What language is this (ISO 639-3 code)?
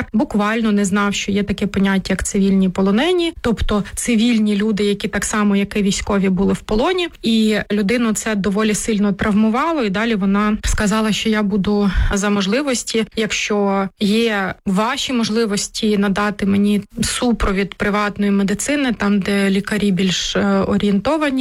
ukr